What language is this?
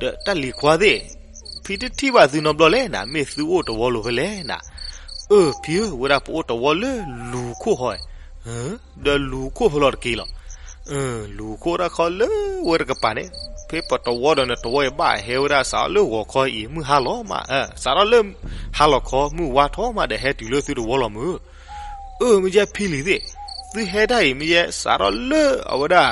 S'gaw Karen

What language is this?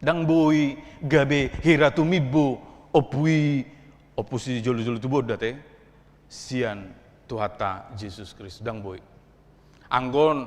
Batak Toba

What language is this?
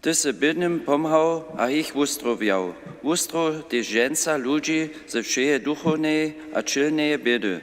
Upper Sorbian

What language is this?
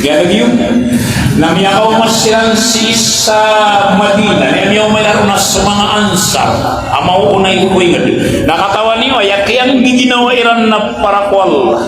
Maranao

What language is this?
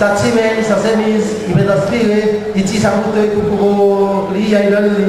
Seselwa Creole French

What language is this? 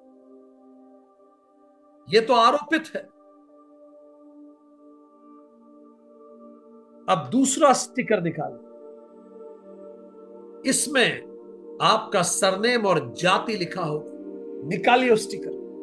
Hindi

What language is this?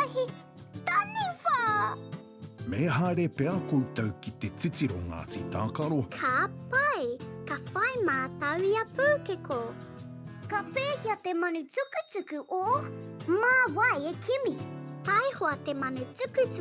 Māori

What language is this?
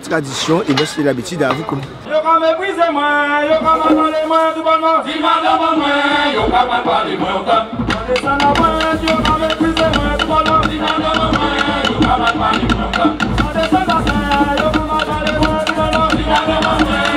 Guadeloupean Creole French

